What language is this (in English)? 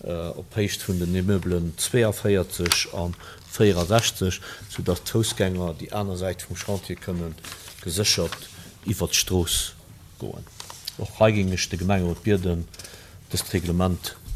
Luxembourgish